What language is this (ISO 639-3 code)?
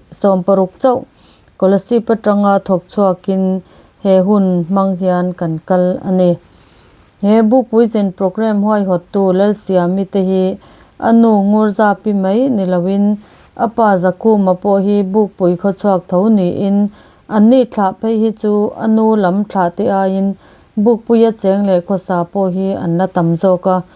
lus